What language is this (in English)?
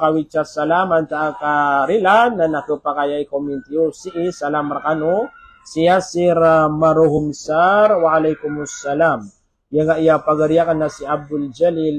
Maranao